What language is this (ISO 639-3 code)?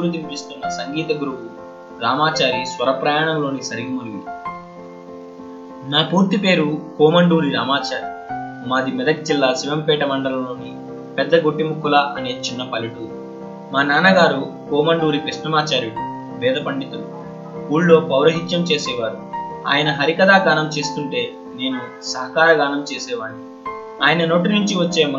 tel